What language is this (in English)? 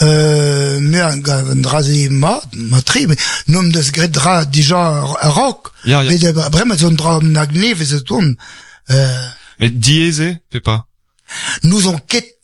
Breton